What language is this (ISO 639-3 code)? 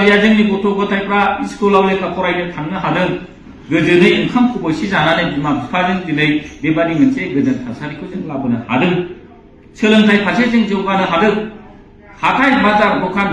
brx